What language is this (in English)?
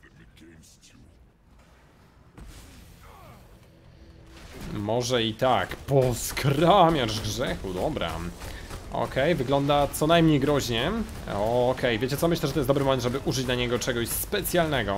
Polish